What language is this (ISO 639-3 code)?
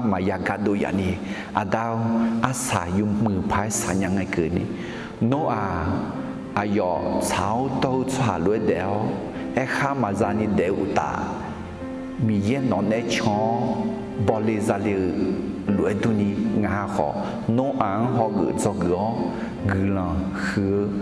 ahk